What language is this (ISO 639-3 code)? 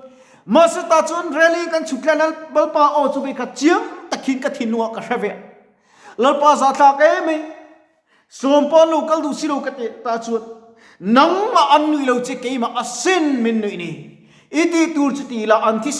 lus